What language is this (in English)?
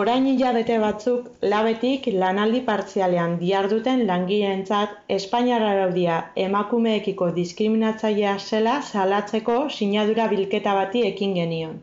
Basque